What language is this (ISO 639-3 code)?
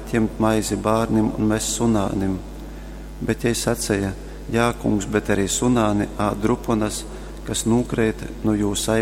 ltg